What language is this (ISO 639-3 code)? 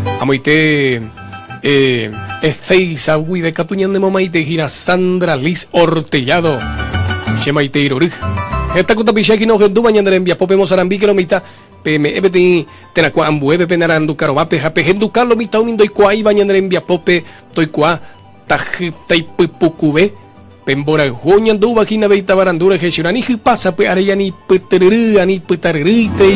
grn